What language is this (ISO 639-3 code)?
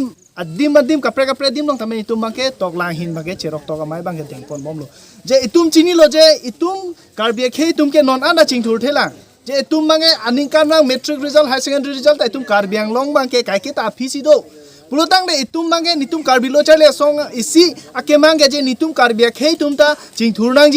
mjw